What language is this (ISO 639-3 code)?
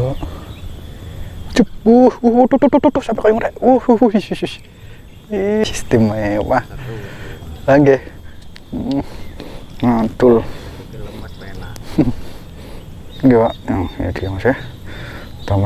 ind